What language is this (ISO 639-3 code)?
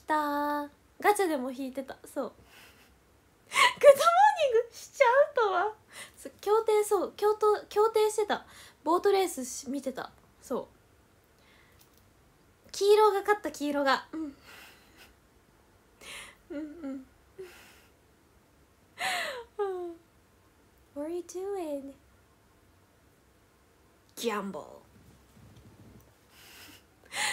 jpn